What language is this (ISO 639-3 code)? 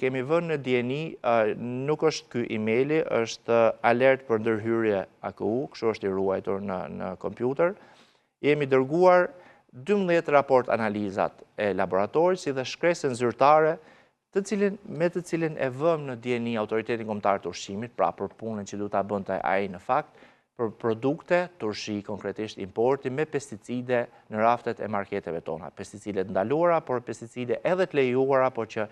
sqi